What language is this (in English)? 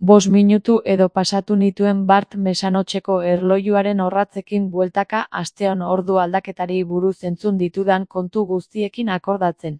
Basque